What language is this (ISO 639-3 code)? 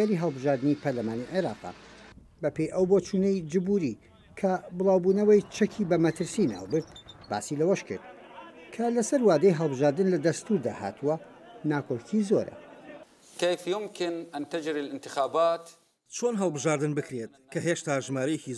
ckb